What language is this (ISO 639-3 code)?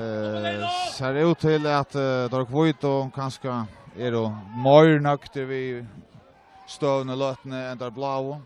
fao